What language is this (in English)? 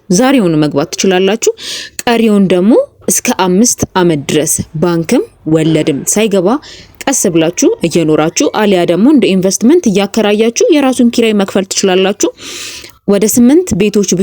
Amharic